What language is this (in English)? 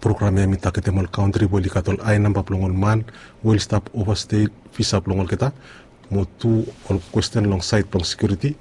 Bislama